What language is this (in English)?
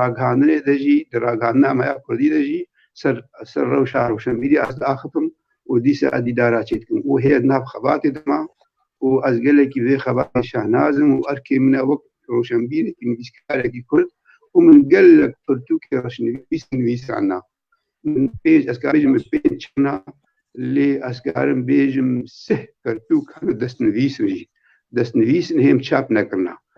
Kurdish